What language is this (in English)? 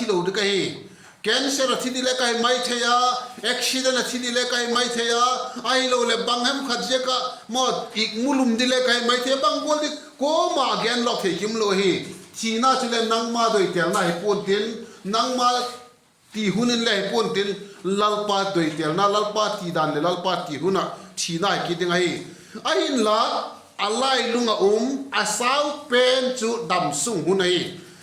Vaiphei